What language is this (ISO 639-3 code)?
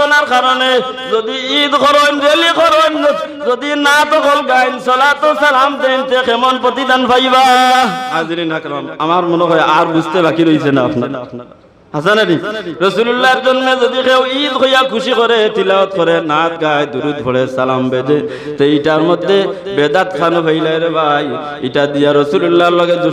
syl